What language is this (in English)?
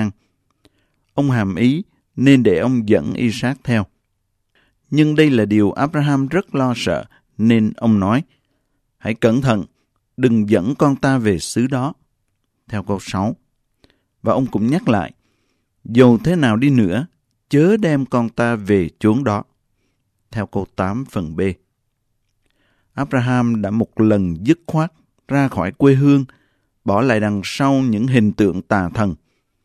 Vietnamese